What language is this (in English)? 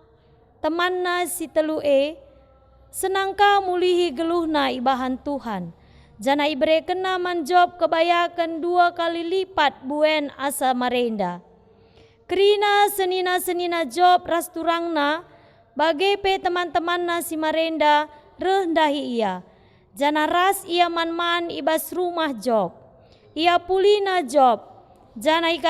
Batak Karo